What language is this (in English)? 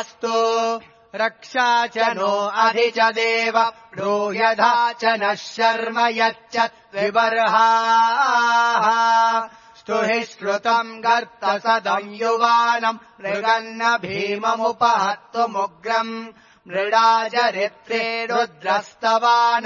Sanskrit